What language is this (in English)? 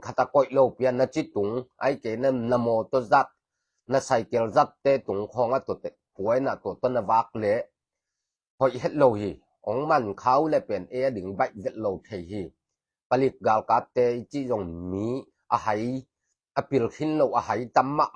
Tedim Chin